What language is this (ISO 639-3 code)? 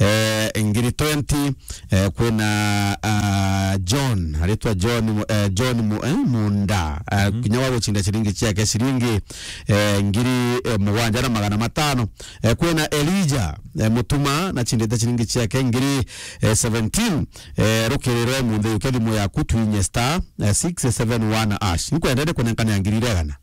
mer